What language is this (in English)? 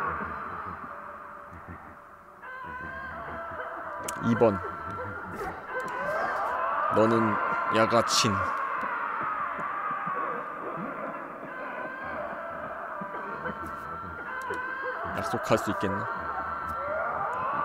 Korean